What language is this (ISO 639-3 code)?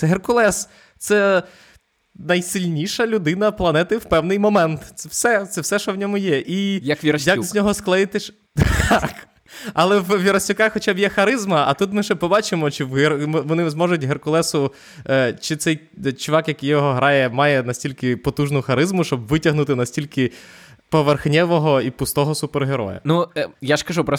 ukr